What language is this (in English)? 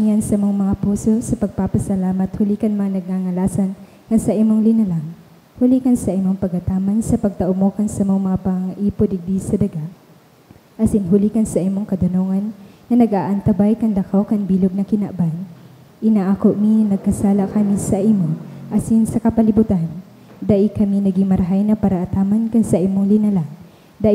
Bikol